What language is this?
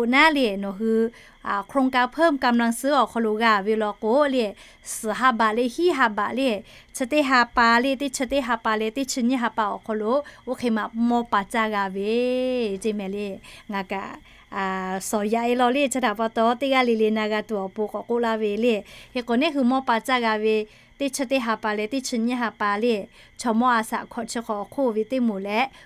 Lahu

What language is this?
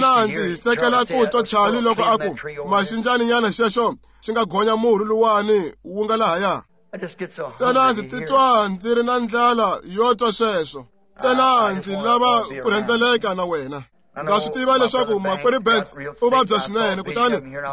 Tsonga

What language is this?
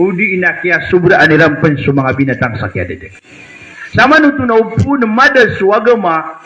Maranao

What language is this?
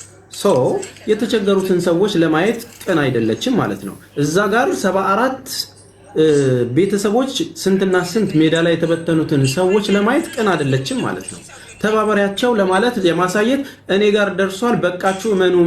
Amharic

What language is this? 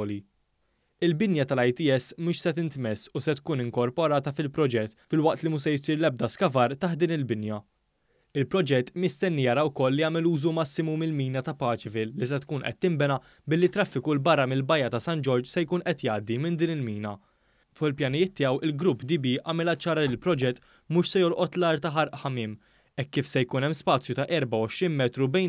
Maltese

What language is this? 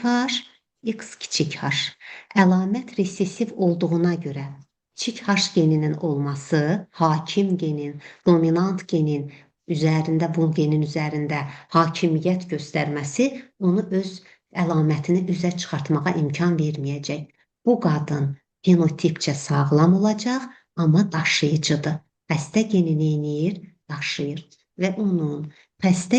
Azerbaijani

